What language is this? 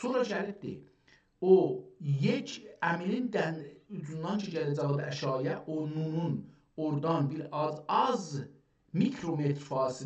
South Azerbaijani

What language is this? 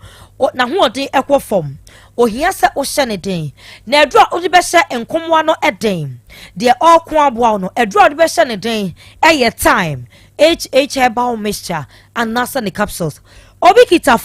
Akan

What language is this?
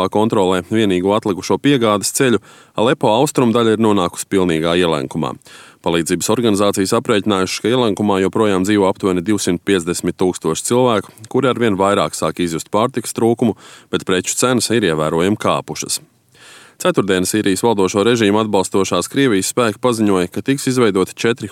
Latvian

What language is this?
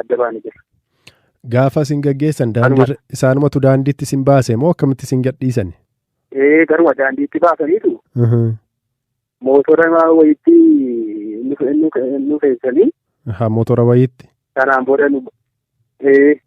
Oromo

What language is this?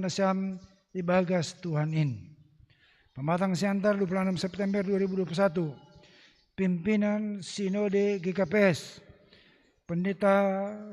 Batak Simalungun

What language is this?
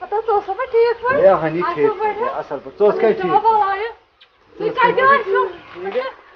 Kashmiri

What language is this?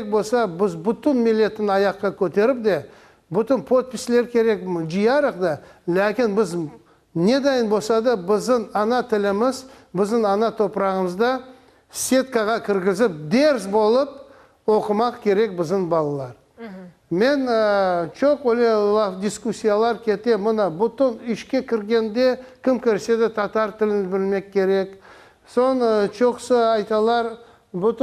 Crimean Tatar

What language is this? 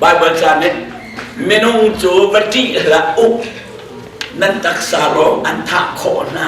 Hakha Chin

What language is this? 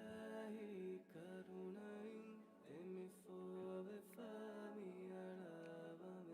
Divehi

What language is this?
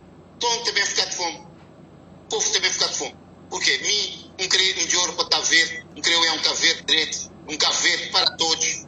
Kabuverdianu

